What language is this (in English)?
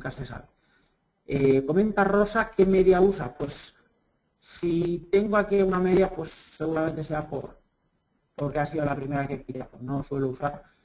Spanish